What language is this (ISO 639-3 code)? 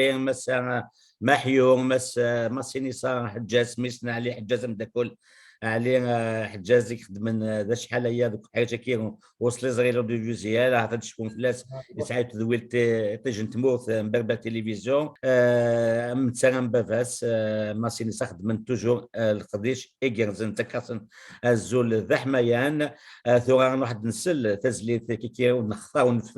kab